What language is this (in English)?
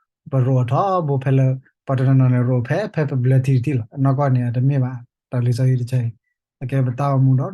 S'gaw Karen